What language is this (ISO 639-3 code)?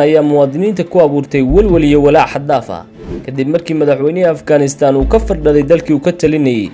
som